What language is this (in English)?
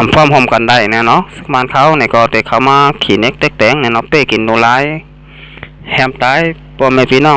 Shan